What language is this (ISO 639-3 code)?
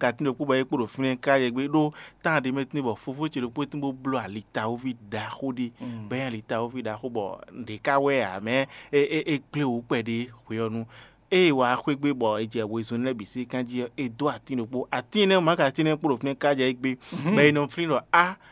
fon